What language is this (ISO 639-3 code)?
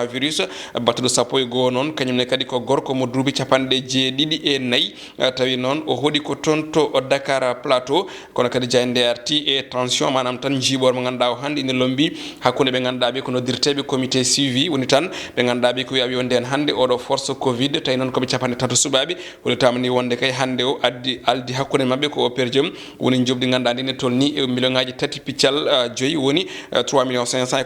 ful